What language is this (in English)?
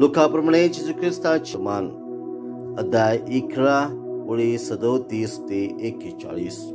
Konkani